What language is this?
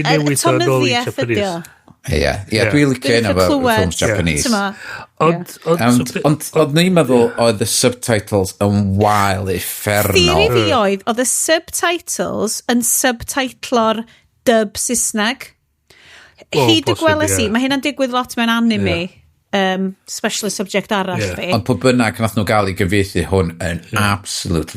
Welsh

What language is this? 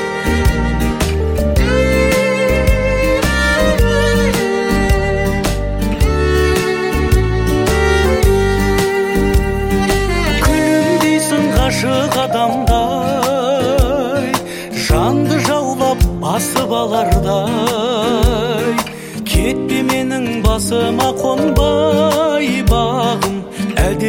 Kazakh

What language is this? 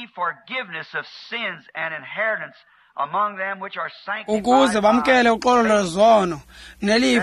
Xhosa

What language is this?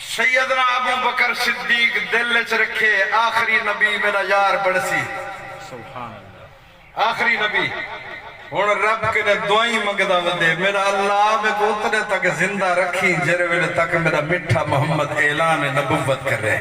Saraiki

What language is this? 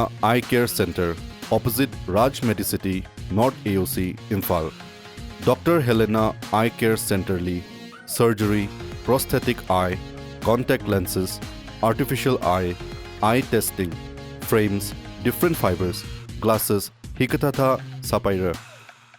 Tangkhul Naga (India)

